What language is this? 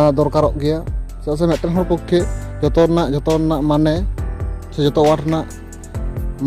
Santali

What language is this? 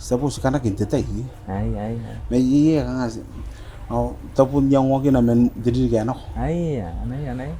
Gilbertese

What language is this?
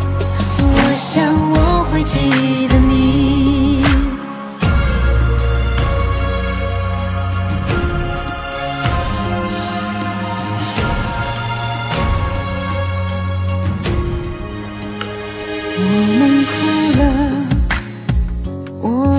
Chinese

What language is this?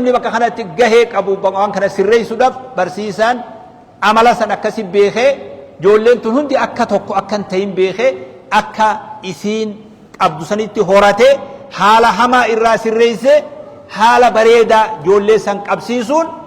Oromo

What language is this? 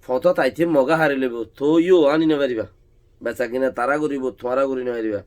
Rohingya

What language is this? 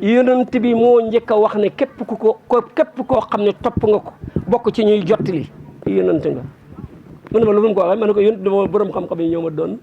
Wolof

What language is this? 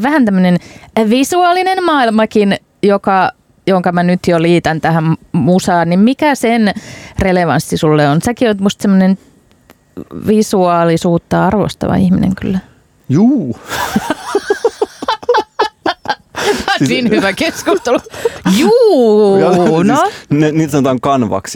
Finnish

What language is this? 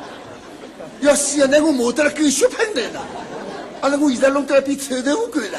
Wu Chinese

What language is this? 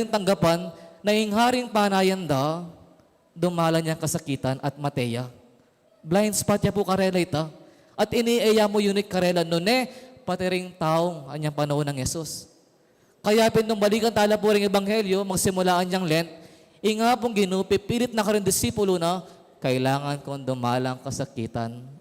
Pampanga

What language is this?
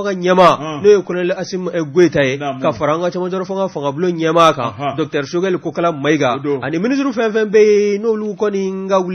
Bambara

